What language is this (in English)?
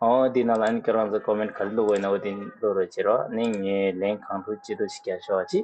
Tibetan